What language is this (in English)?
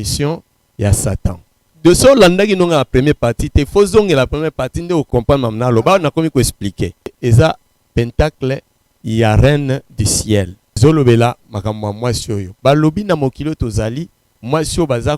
Lingala